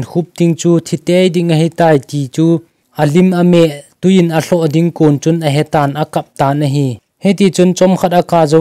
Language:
Thado Chin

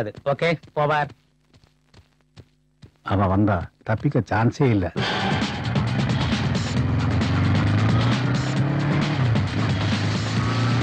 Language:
Tamil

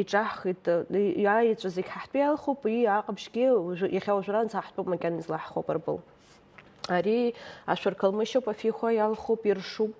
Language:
Abkhazian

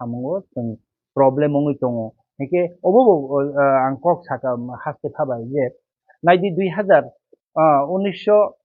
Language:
Kok Borok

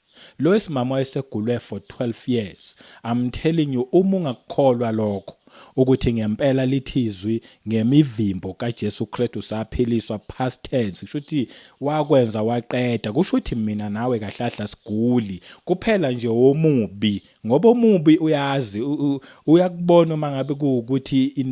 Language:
Zulu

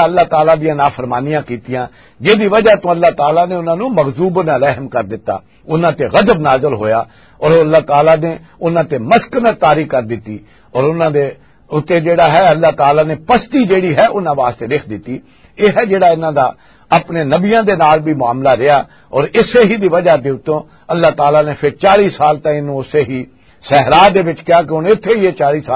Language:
Western Panjabi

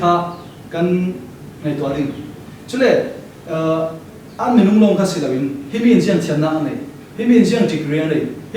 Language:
Falam Chin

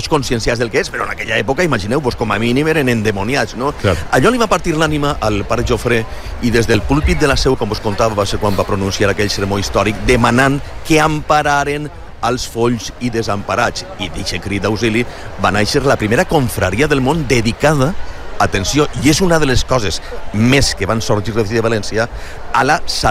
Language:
Catalan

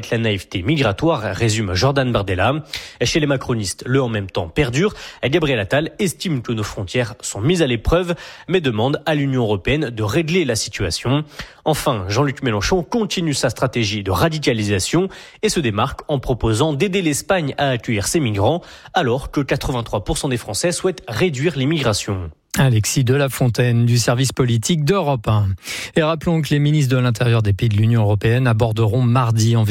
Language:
French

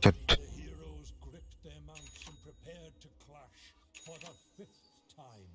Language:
Yakut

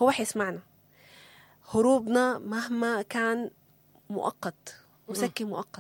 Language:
Sudanese Arabic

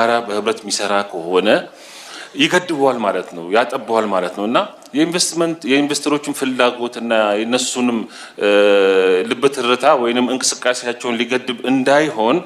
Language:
Amharic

